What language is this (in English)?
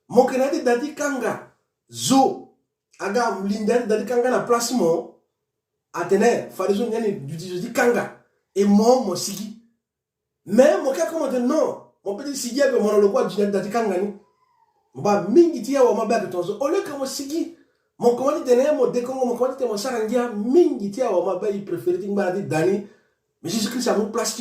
Sango